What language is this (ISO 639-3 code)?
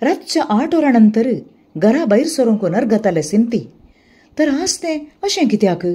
kok